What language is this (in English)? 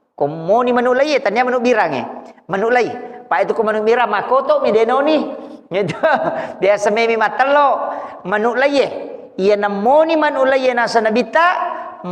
Buginese